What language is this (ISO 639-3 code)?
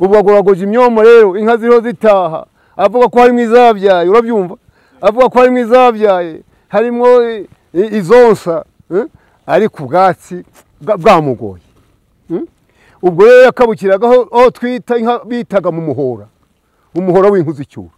kin